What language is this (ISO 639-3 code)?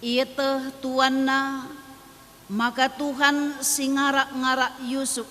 btx